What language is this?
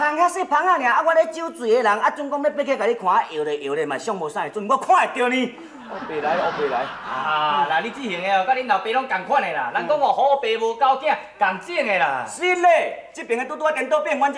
Min Nan Chinese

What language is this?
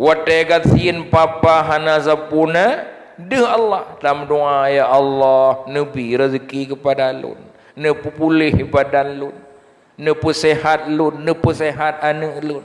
Achinese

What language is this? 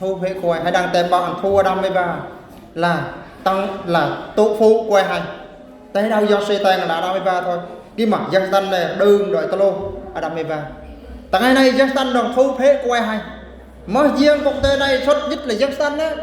Eastern Bru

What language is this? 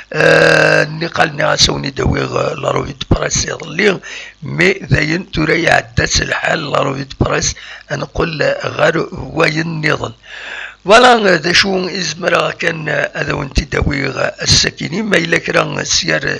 Kabyle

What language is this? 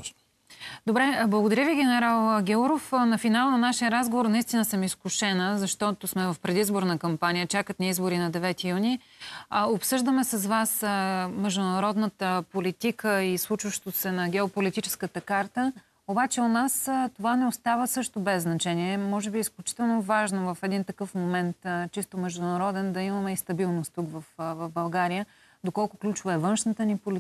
Bulgarian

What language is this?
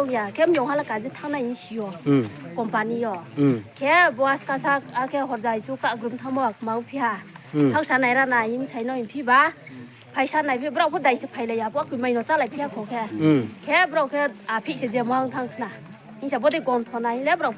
Riang (India)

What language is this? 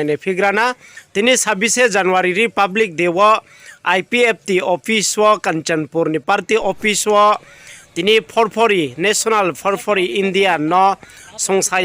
Riang (India)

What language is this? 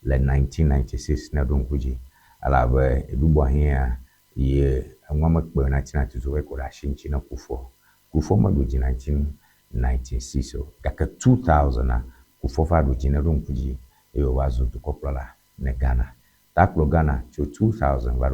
Ewe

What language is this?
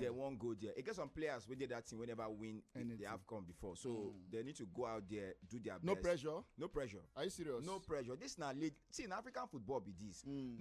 Nigerian Pidgin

